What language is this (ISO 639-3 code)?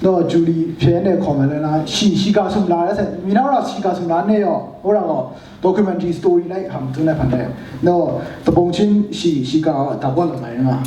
kac